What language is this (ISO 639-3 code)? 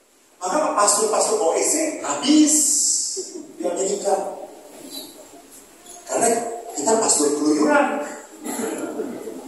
ind